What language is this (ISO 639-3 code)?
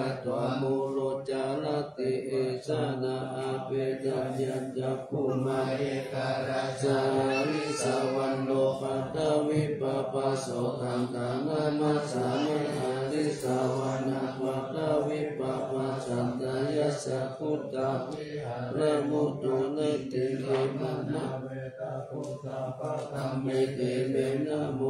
pli